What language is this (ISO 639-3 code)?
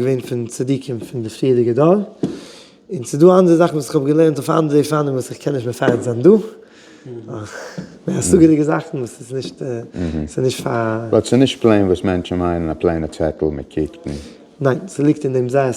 yid